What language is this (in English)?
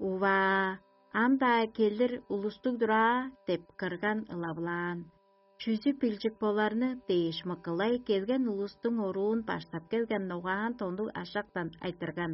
Tuvinian